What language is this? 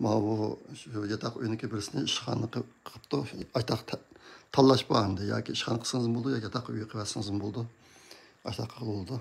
Uyghur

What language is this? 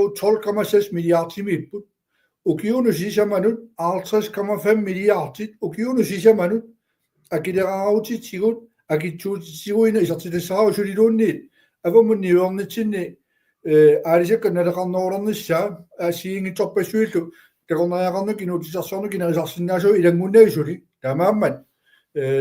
Kalaallisut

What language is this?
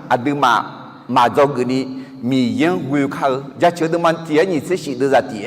Akha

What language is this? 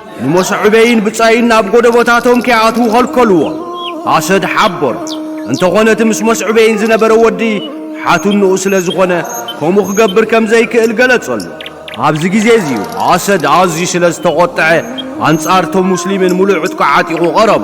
Tigrinya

